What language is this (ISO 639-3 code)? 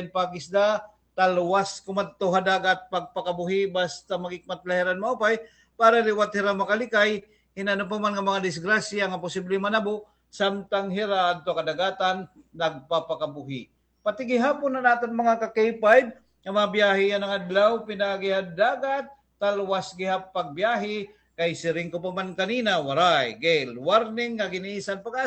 war